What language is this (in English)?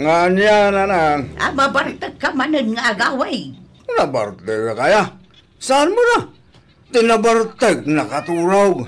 Iloko